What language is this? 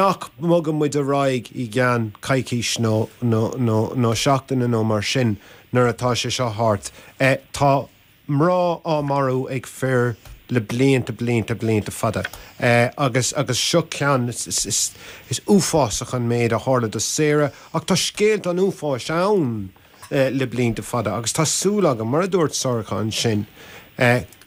Irish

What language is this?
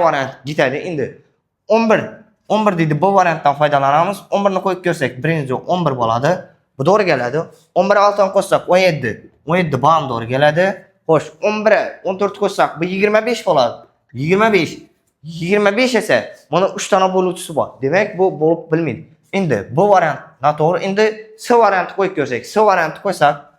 Uzbek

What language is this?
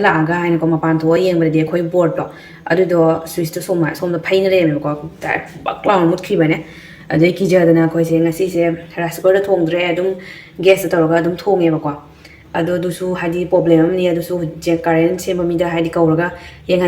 Manipuri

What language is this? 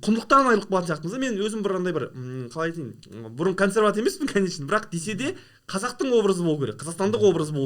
Kazakh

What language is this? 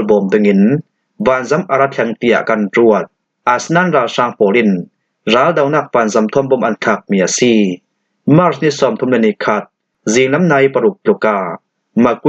Falam Chin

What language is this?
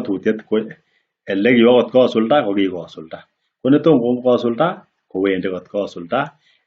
Kalenjin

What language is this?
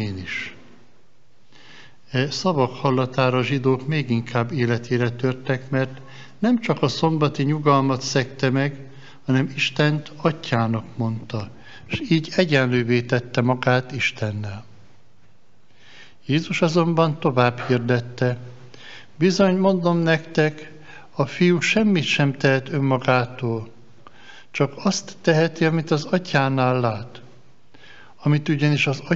Hungarian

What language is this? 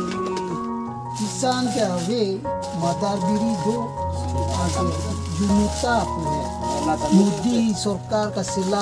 Karbi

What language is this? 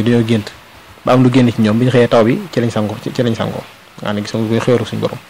Wolof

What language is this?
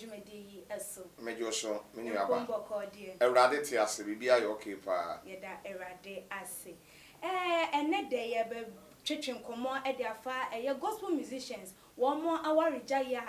Akan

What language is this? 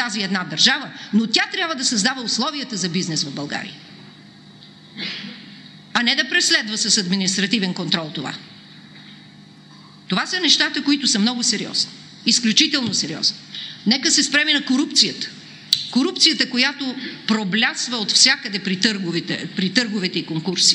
Bulgarian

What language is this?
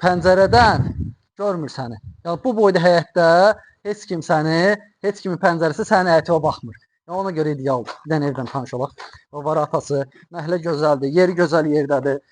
Azerbaijani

